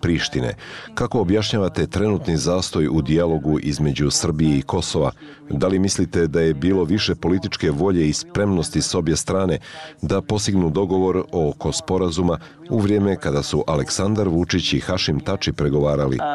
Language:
Bosnian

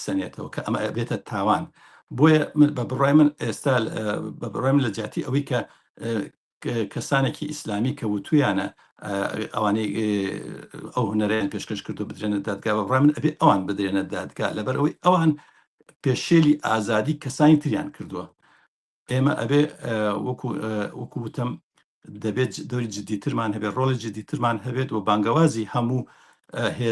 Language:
Central Kurdish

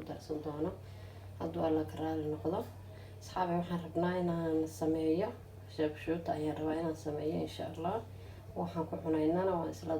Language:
Somali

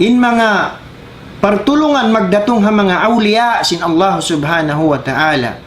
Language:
Tausug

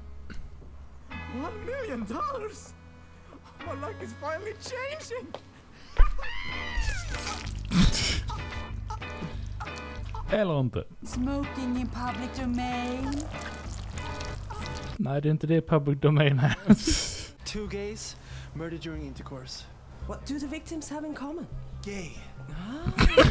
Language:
Swedish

